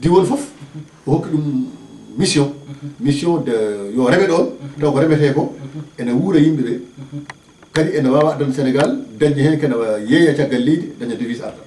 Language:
Fula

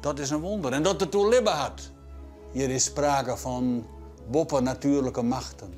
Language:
Western Frisian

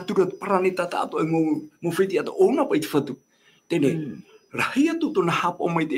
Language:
Tahitian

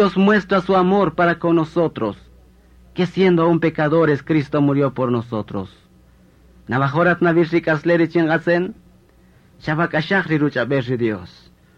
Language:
Kaqchikel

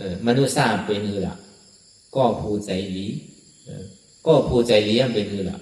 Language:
Shan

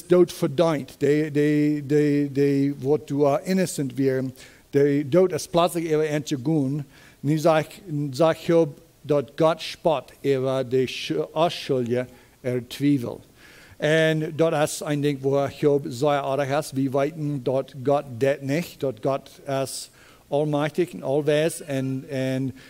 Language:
Plautdietsch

